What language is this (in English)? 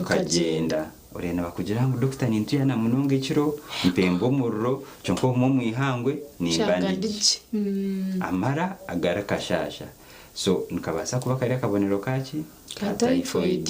Nyankole